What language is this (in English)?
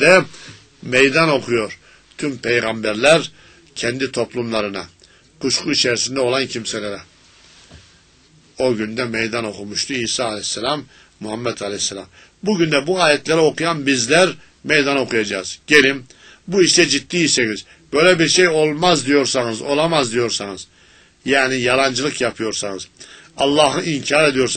Turkish